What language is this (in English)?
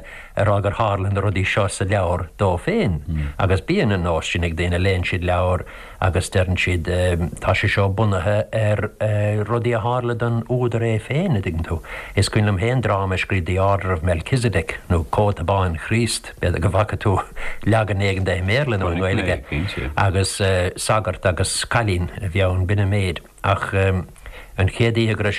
Irish